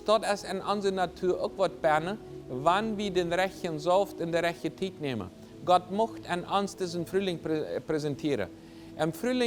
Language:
Plautdietsch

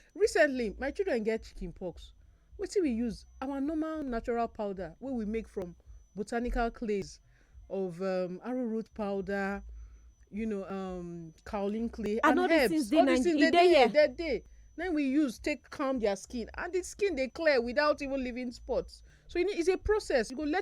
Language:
Nigerian Pidgin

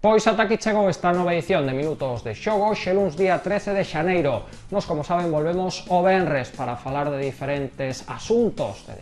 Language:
Galician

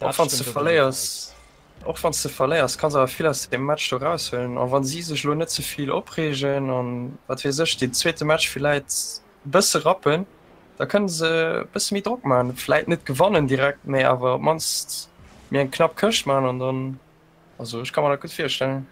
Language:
Luxembourgish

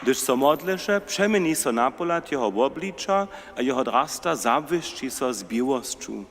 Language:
Upper Sorbian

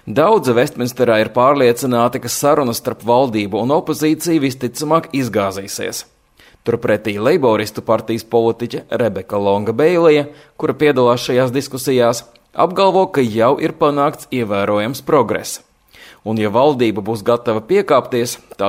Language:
Latvian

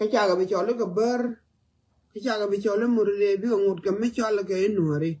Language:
Nuer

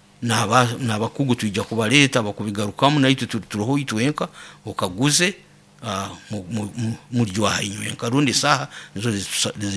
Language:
Nyoro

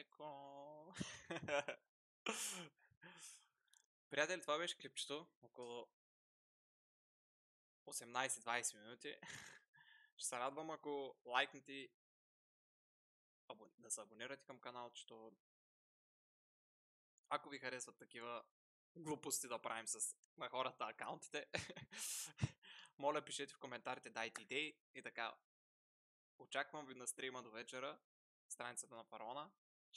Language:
Bulgarian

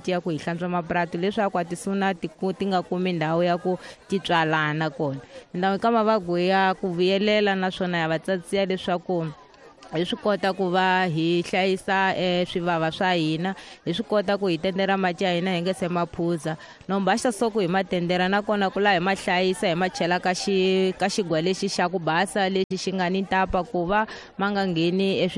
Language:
Tsonga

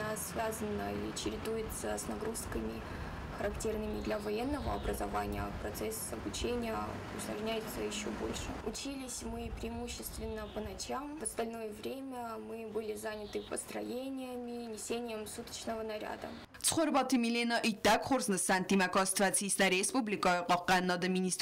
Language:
Ossetic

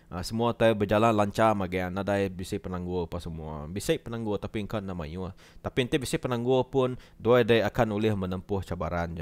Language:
Iban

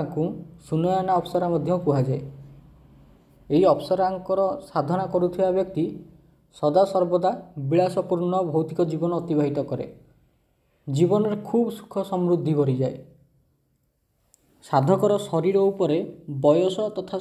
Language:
Odia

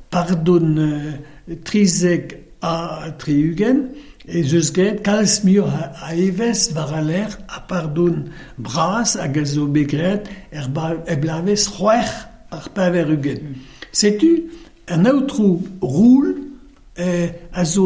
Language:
Breton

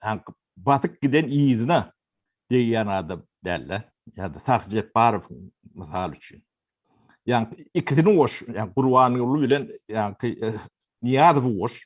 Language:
Turkmen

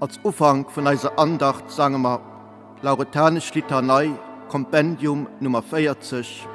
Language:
Luxembourgish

